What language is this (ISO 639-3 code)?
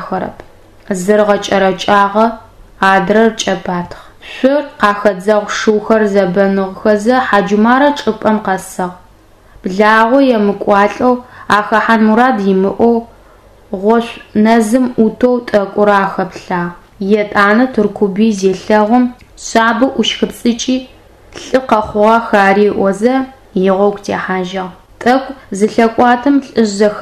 ady